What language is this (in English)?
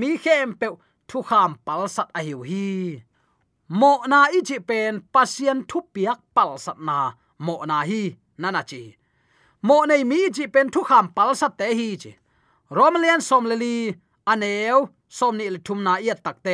Tedim Chin